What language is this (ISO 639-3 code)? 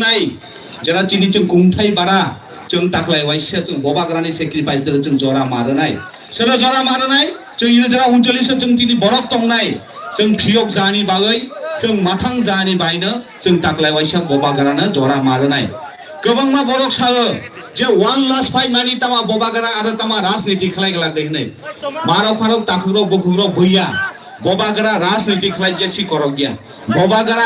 trp